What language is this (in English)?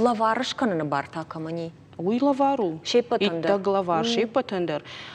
Ossetic